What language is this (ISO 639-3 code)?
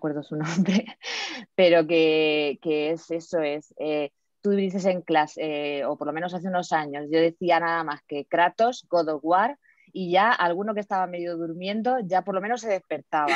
spa